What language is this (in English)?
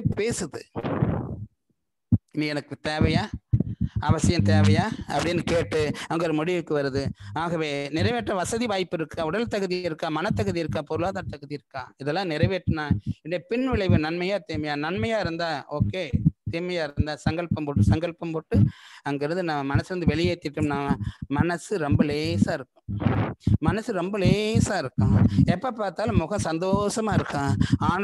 Tamil